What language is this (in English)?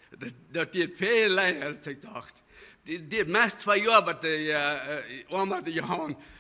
Plautdietsch